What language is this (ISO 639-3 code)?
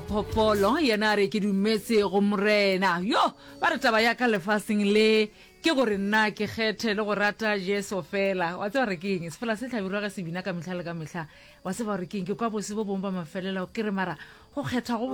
nso